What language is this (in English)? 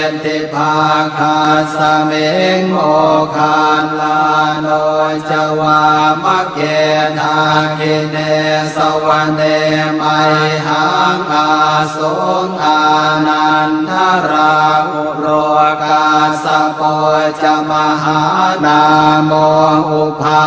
Pali